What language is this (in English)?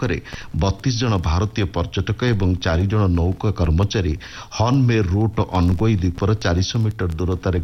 Odia